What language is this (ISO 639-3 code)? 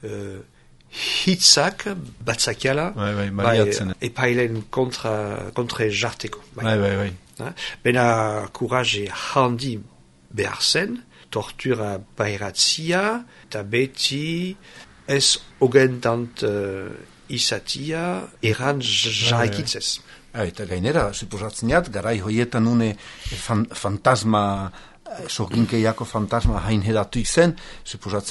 eus